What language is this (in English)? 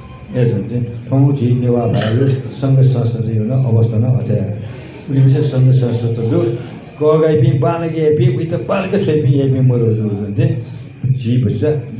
Newari